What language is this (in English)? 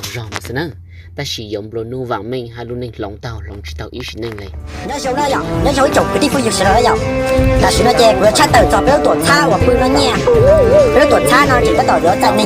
Hmong